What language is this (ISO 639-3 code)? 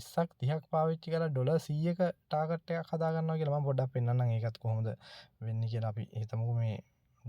sin